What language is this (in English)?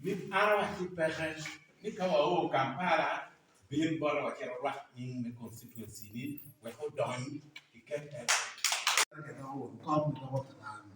Acoli